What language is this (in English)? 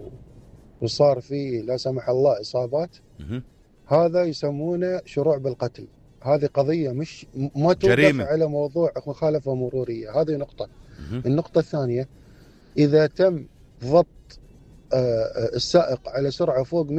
North Levantine Arabic